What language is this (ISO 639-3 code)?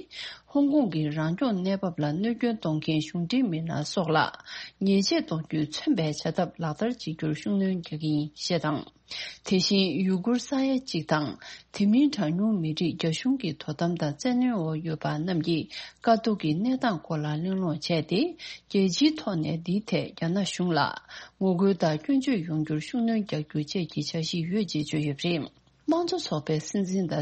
bod